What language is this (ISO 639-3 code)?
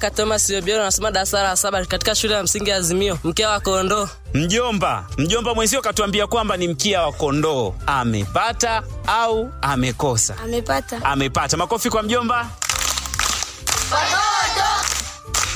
swa